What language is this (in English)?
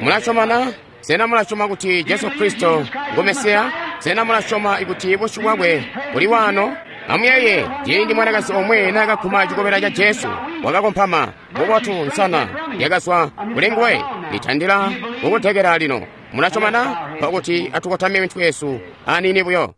Tonga (Zambia)